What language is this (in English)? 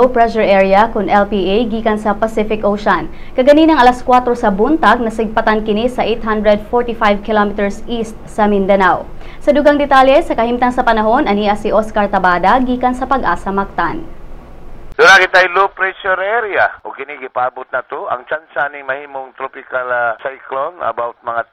Cebuano